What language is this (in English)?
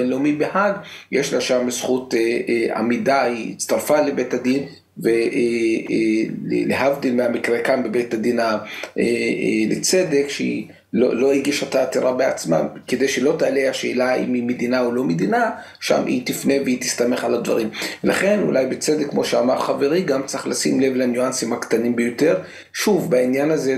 Hebrew